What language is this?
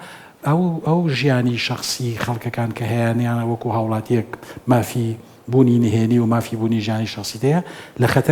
Central Kurdish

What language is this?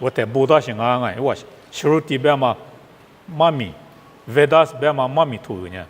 Lisu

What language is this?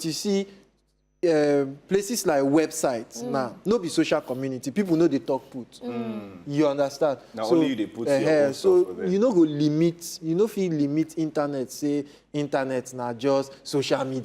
Nigerian Pidgin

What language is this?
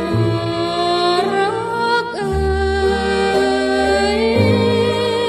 Thai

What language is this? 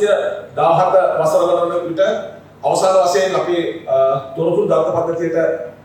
Sinhala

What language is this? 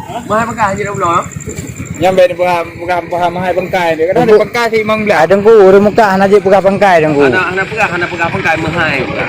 Achinese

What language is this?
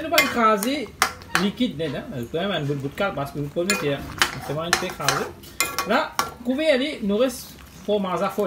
Morisyen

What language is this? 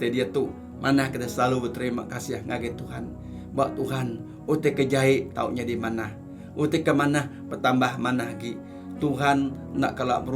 Iban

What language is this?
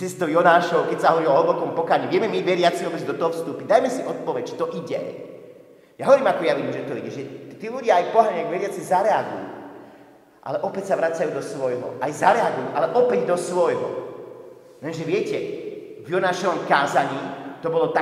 Slovak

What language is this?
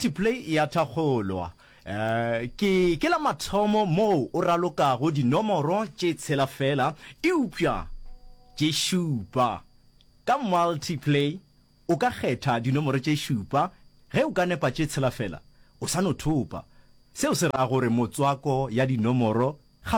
Northern Sotho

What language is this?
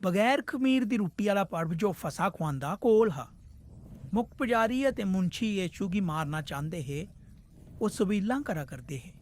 Dogri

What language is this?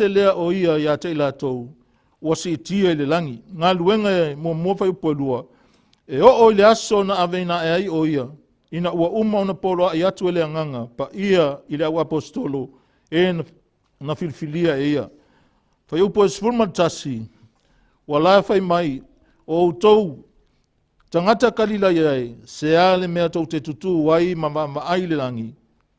Samoan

